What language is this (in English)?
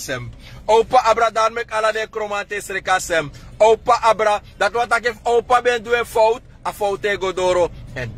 Sranan Tongo